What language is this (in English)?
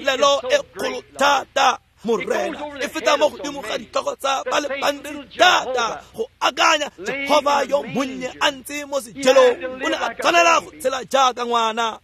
Tswana